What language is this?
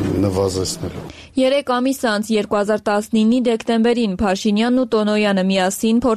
Armenian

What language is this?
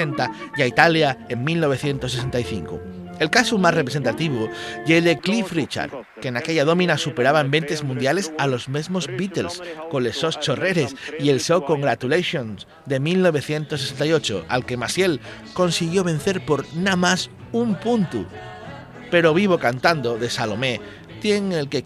Asturian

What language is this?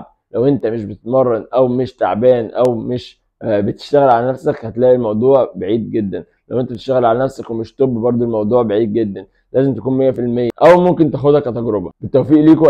Egyptian Arabic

